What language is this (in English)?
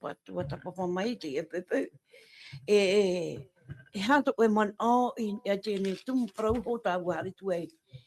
Tahitian